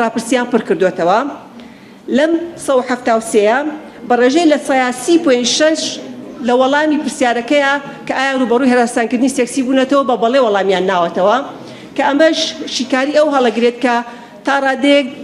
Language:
Central Kurdish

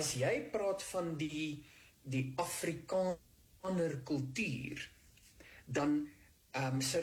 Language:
Afrikaans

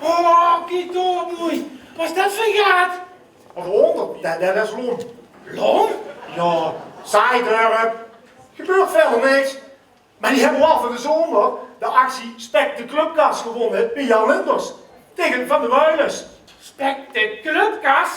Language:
Limburgish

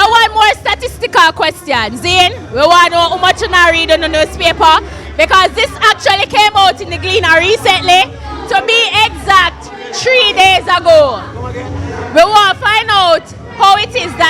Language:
Jamaican Creole English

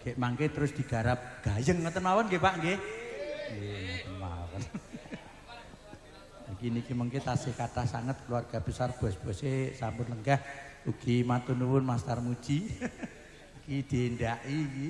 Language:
Javanese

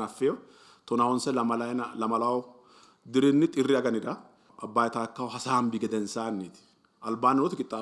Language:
Sidamo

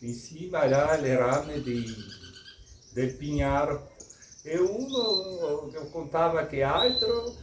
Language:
Venetian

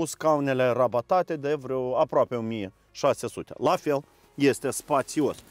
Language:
Romanian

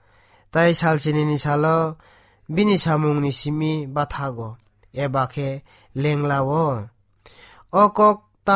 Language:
Kok Borok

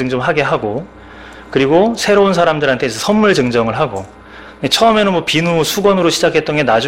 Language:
Korean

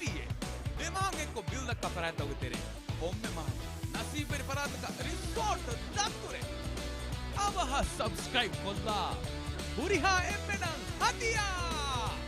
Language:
Divehi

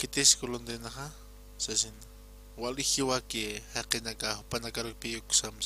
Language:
Aymara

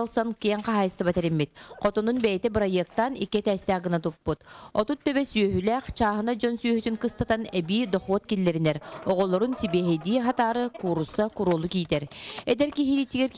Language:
Yakut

